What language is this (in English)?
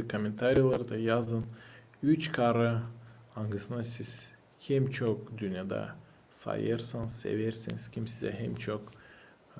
Gagauz